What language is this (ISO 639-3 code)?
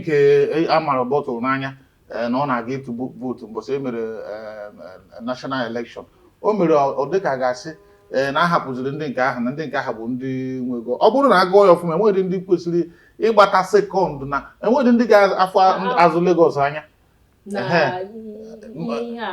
ibo